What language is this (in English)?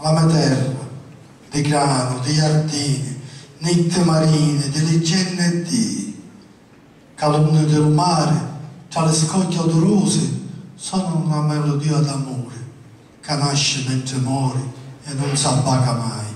Sicilian